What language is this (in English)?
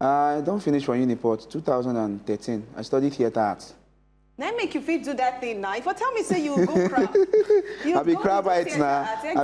Nigerian Pidgin